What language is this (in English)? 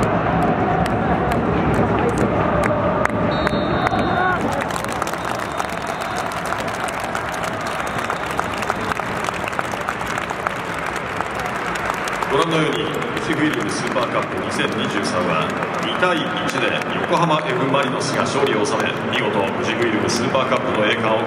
Japanese